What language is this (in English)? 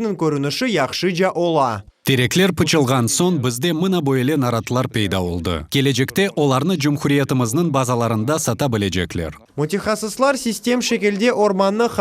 Crimean Tatar